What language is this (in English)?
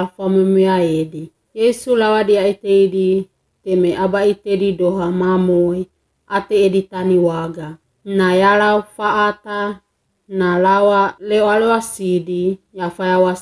Wagawaga